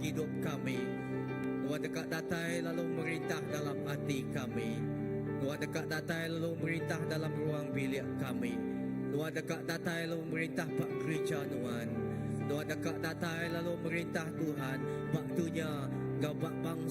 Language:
Iban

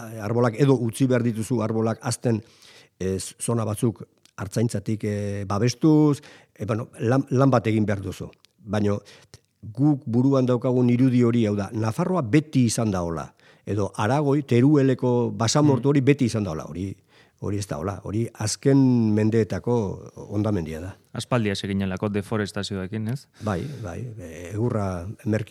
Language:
Basque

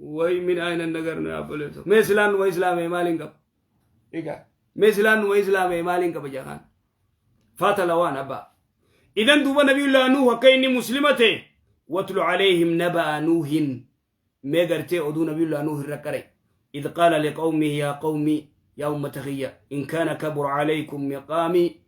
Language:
Oromo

